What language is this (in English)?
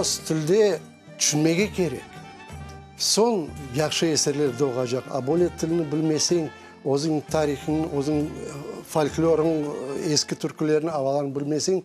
Crimean Tatar